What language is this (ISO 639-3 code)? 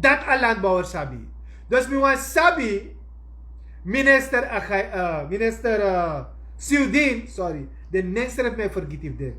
srn